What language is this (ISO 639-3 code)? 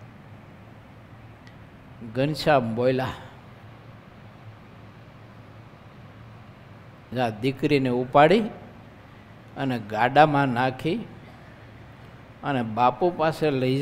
guj